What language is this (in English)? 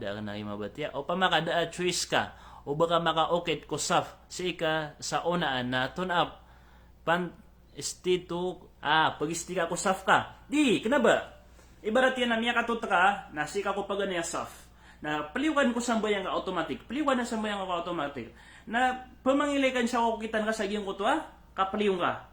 Maranao